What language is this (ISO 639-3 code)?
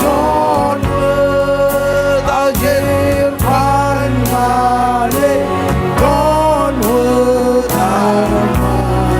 mah